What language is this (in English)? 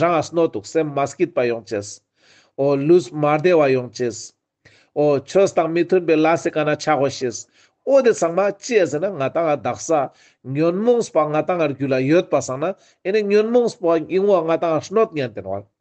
Ladakhi